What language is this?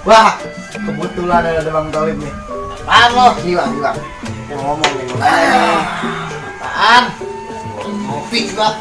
Betawi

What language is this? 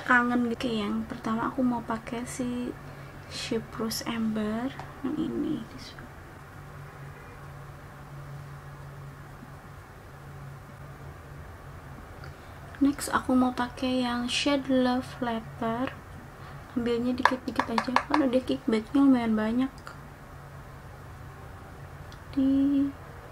Indonesian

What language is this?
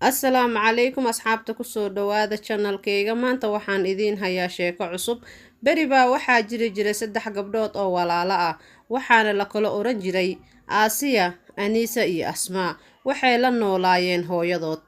Somali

